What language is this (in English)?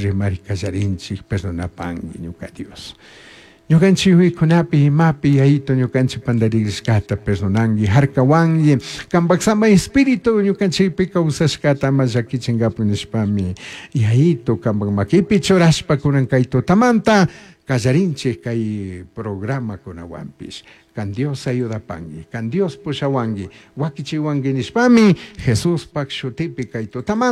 Chimborazo Highland Quichua